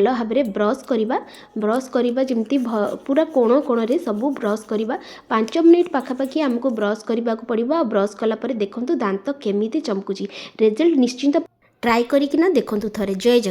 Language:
Odia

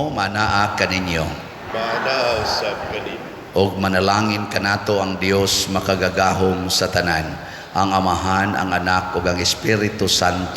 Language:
Cebuano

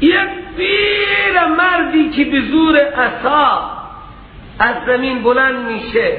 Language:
Persian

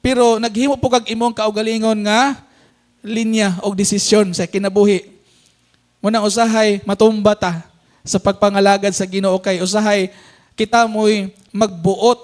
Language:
Cebuano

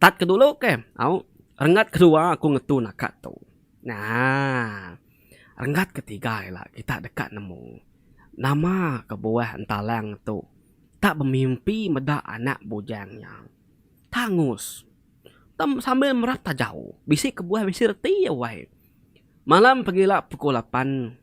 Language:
Iban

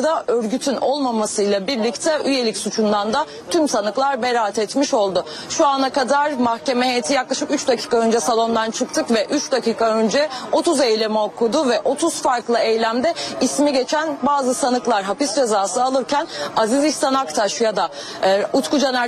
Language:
Turkish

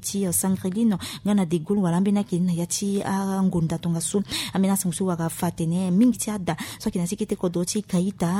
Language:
Sango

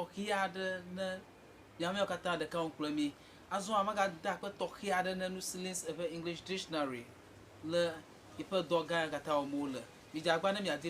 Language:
Ewe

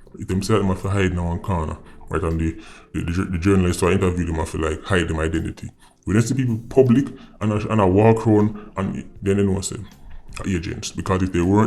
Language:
Jamaican Creole English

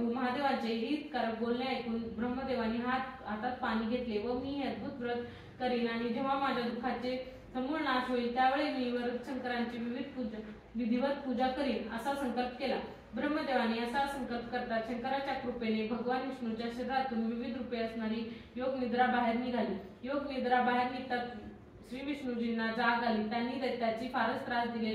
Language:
Marathi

